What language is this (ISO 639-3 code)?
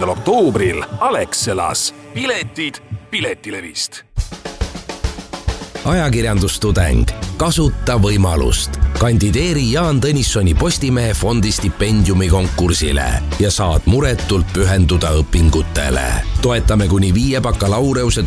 est